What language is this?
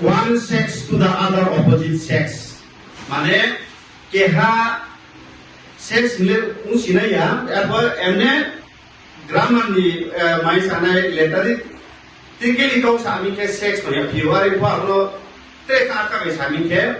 Riang (India)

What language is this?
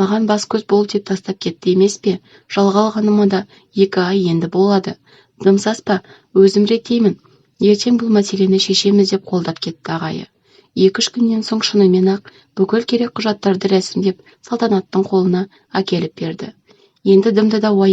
Kazakh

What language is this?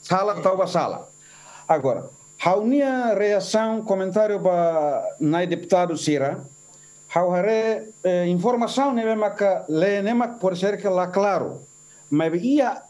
Tetum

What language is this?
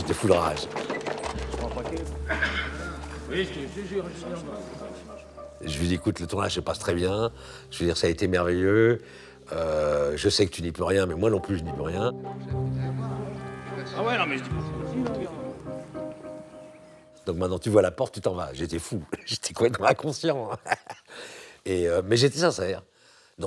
French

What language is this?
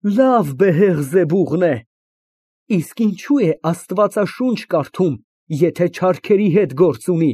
Armenian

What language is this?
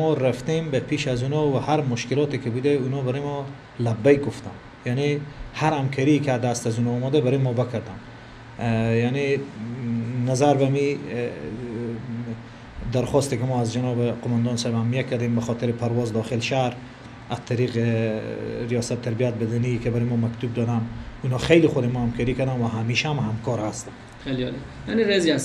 Persian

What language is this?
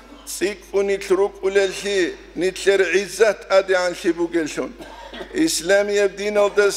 Avaric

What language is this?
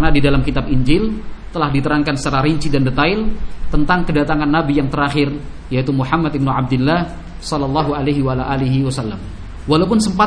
Indonesian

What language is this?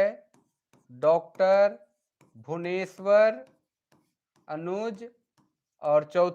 Sadri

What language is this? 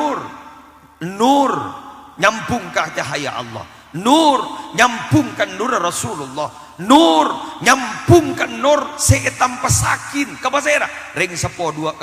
Madurese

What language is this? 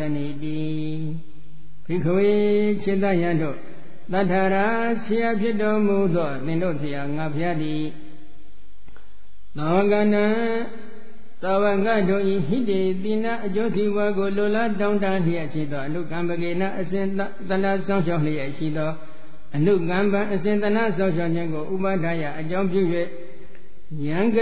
Burmese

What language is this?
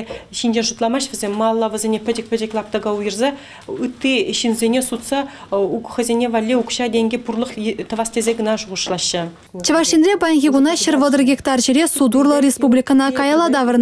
Chuvash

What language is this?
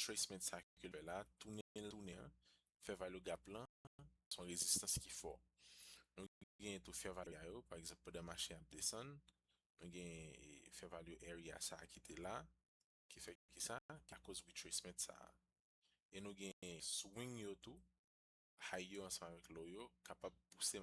Haitian Creole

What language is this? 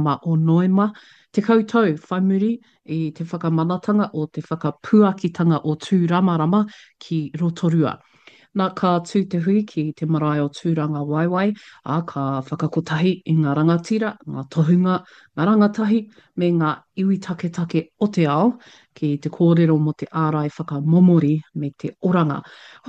Māori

